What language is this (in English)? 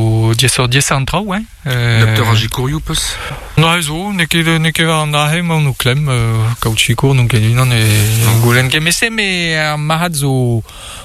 Breton